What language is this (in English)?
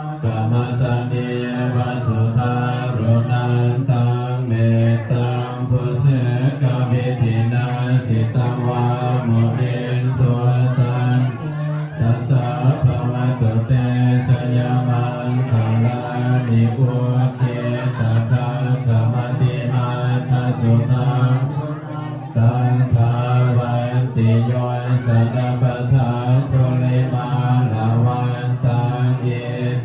Pali